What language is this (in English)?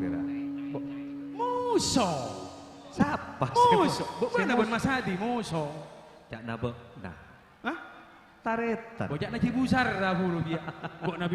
Madurese